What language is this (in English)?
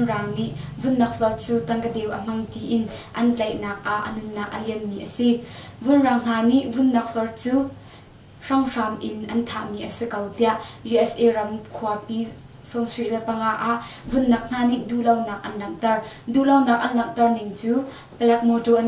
Hakha Chin